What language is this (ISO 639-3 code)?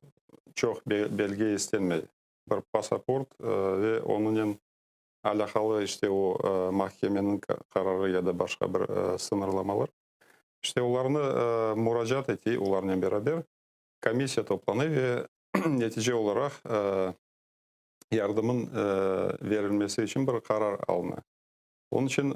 crh